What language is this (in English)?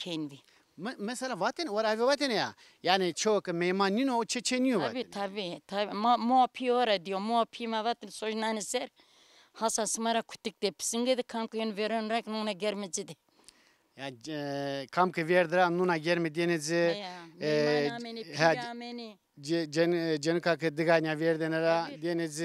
Zaza